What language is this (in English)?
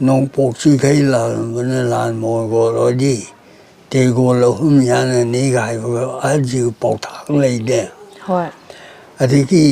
Manipuri